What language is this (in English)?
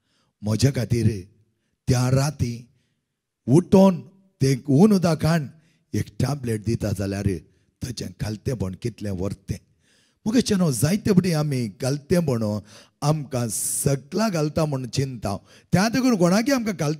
Konkani